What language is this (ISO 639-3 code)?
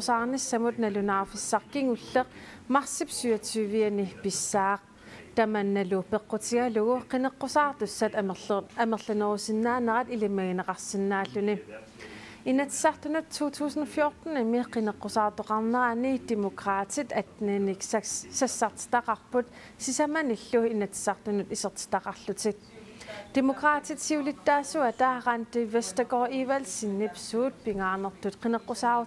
kal